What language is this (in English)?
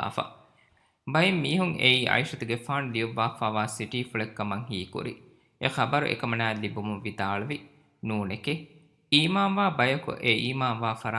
Divehi